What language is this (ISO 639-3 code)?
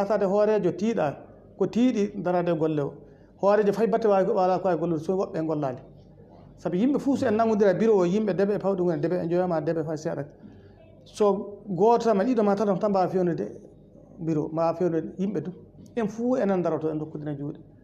ful